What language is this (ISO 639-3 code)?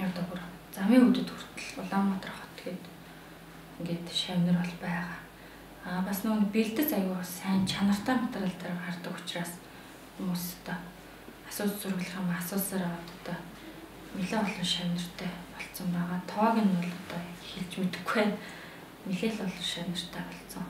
mon